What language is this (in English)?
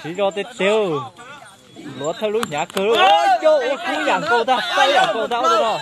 Hmong